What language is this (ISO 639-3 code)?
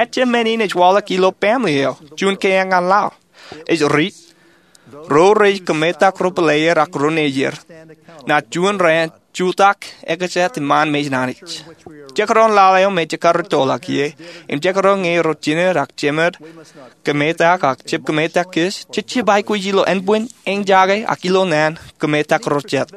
mah